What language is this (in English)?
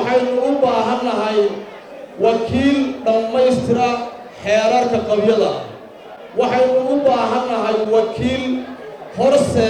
Somali